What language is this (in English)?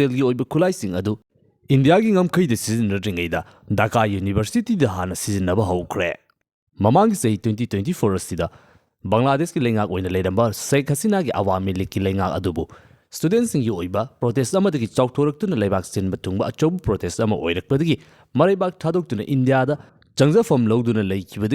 Manipuri